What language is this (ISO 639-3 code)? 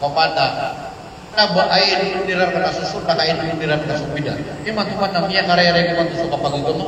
mrw